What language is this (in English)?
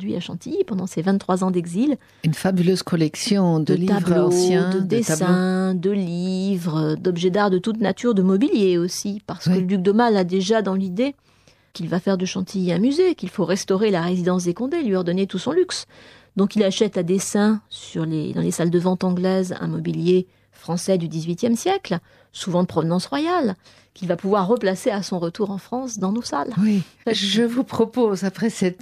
French